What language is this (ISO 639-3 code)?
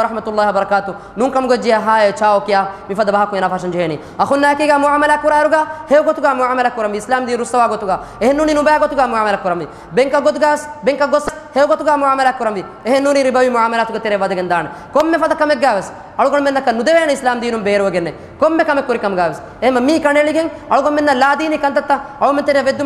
div